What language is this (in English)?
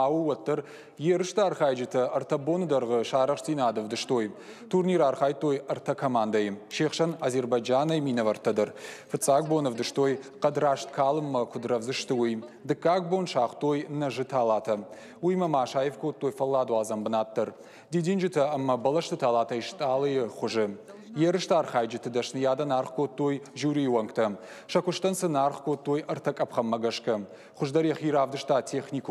Ossetic